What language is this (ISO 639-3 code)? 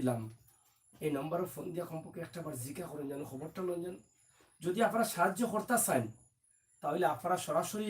syl